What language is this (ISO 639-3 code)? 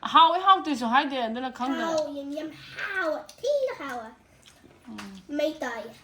mni